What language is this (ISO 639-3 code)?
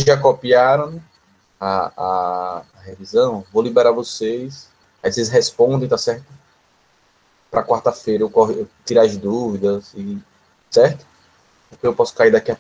por